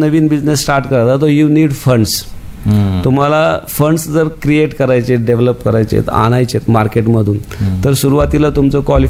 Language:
Marathi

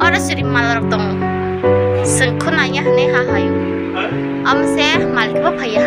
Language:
Kok Borok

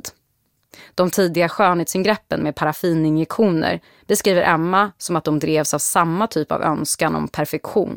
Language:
Swedish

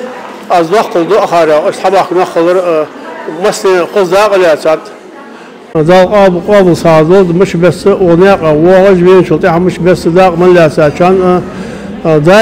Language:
Ingush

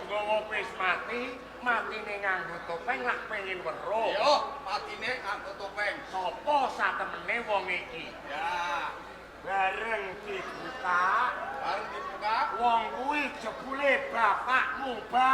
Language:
Javanese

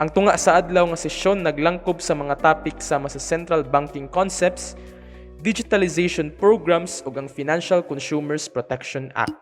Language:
Cebuano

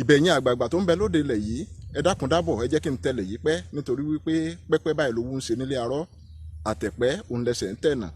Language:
Yoruba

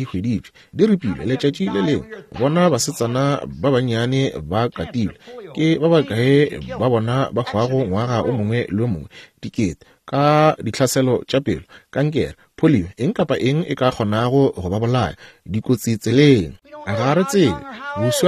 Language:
Northern Sotho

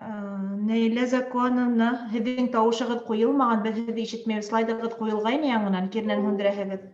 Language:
Bashkir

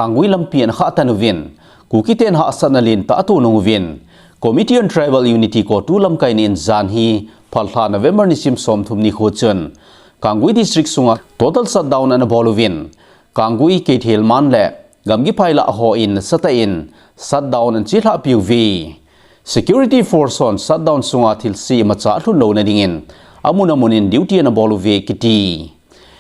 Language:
Thado Chin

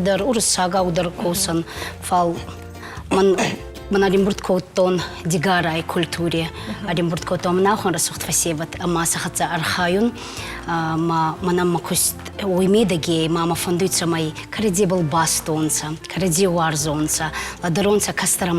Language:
Ossetic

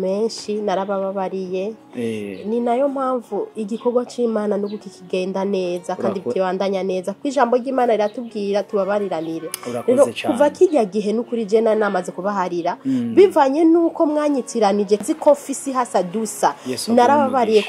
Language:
Rundi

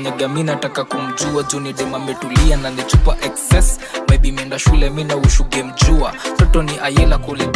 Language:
Swahili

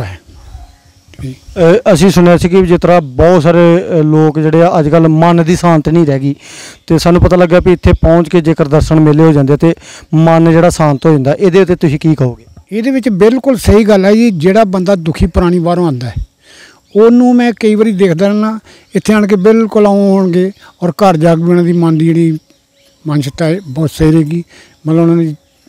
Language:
Punjabi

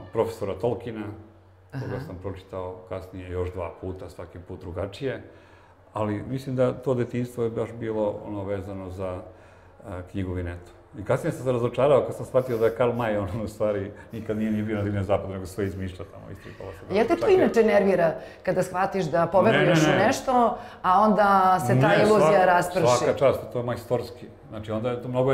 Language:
Serbian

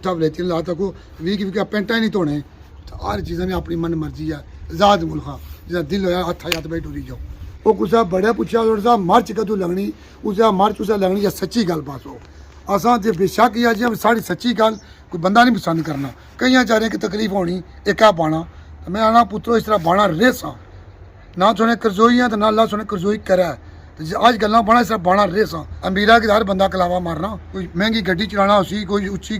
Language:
Pahari-Potwari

